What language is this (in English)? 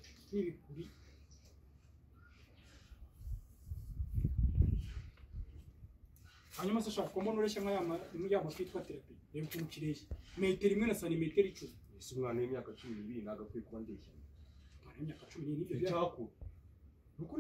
Kinyarwanda